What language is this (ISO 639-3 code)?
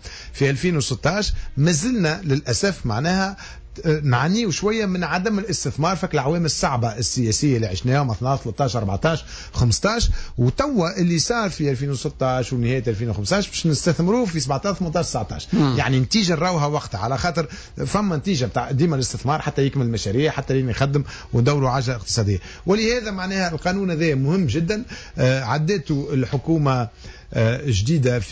aeb